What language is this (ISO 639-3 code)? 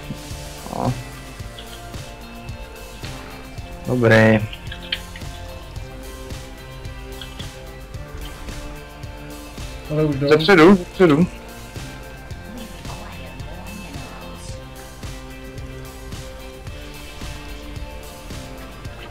ces